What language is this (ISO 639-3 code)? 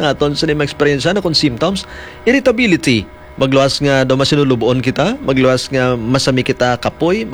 hil